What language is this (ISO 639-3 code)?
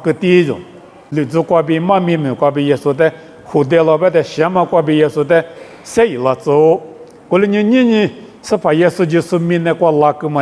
lis